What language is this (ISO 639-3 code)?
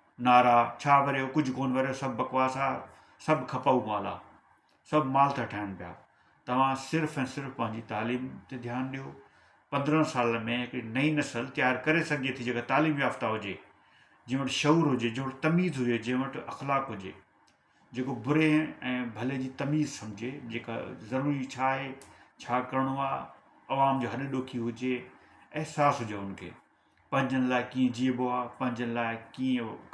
snd